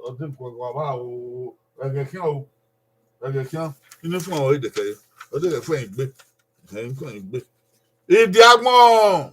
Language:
Bini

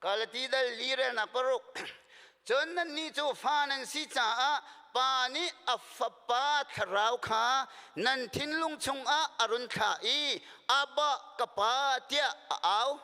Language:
Hakha Chin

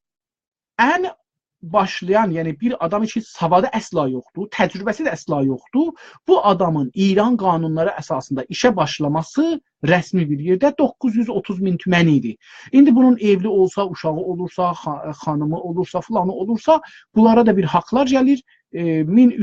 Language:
South Azerbaijani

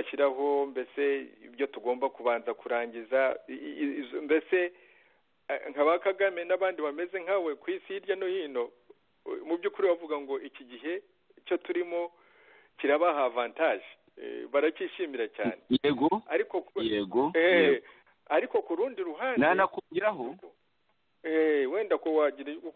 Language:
Kinyarwanda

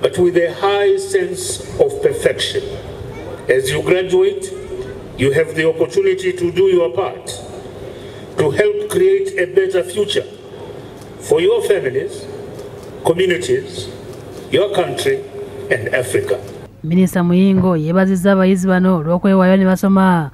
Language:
Ganda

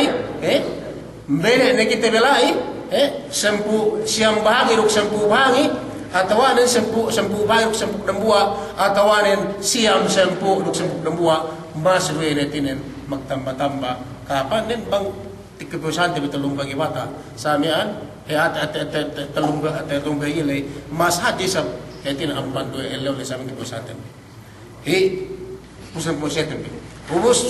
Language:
Yakan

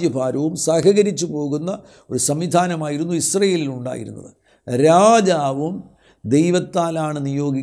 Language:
Malayalam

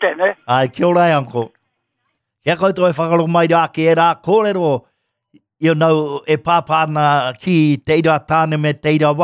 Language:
Māori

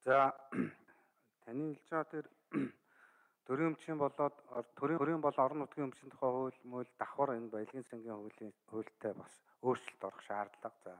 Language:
Mongolian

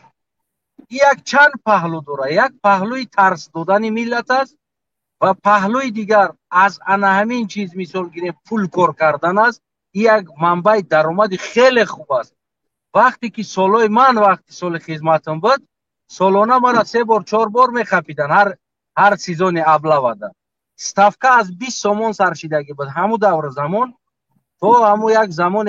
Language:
Tajik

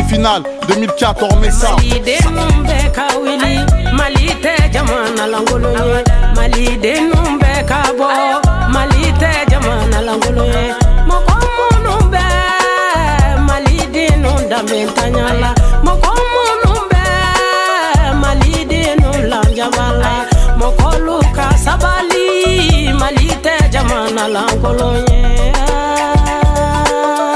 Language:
French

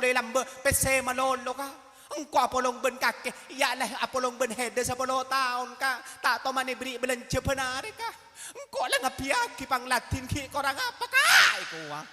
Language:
Madurese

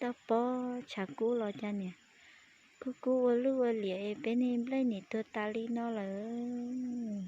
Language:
Hmong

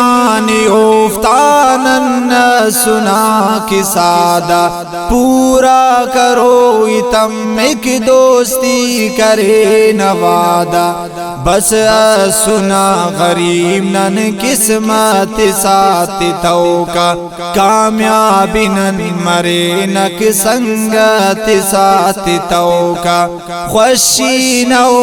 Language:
Brahui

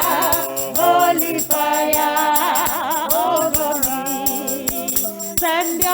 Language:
Tswana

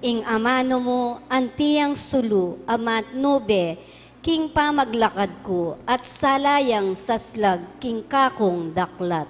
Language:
Pampanga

